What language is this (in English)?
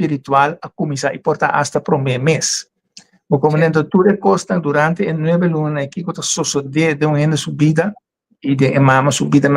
Papiamento